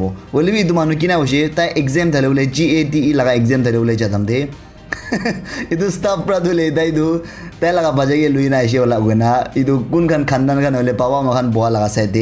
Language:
Naga Pidgin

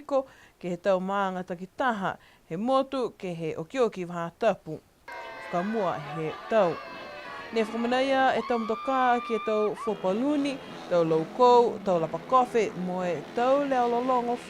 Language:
Niuean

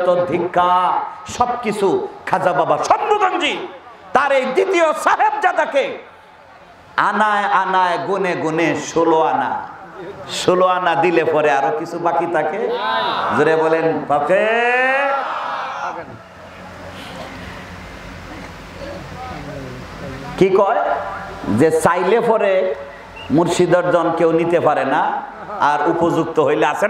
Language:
Bangla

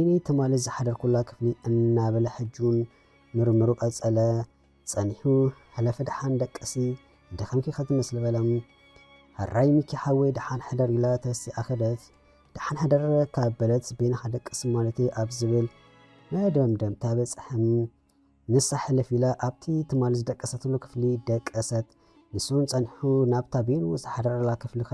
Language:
Tigrinya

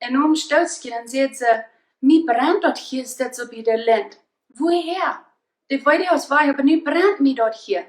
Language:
Plautdietsch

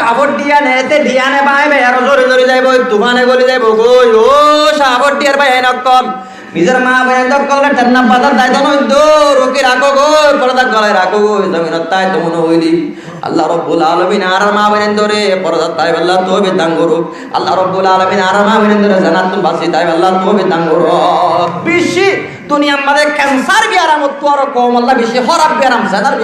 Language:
Rohingya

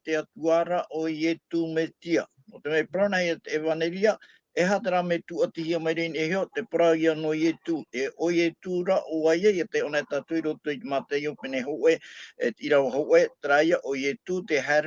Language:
Tahitian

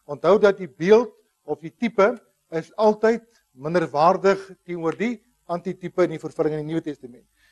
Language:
Afrikaans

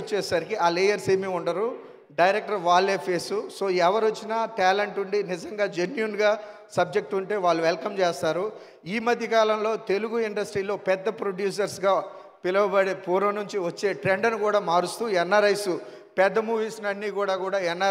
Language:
Telugu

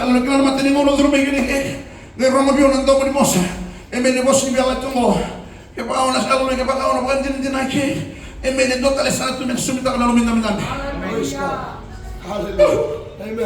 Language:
Fijian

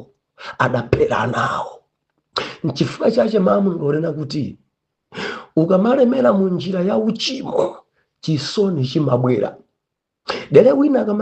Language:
Nyanja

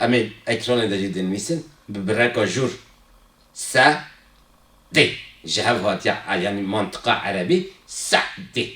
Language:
Kurdish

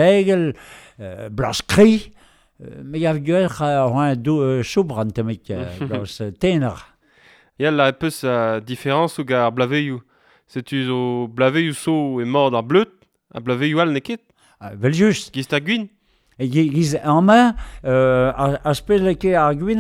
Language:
Breton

